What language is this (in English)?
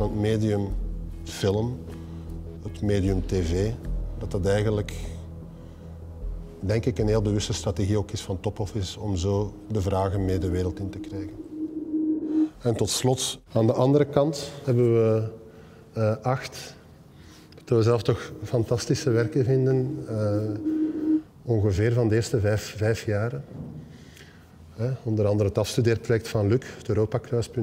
Dutch